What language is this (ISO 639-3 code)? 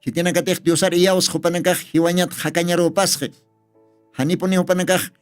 aym